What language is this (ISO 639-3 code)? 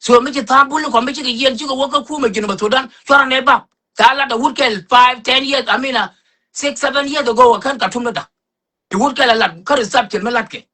nus